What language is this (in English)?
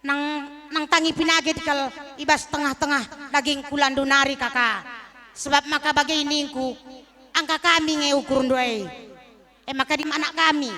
Batak Karo